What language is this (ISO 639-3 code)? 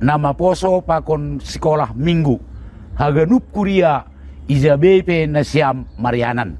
bts